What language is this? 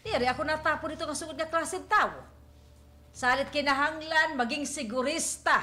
Waray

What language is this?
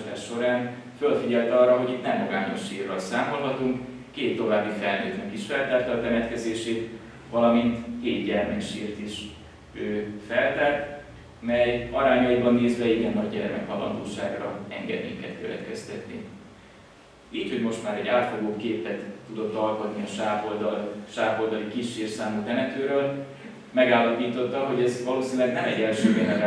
Hungarian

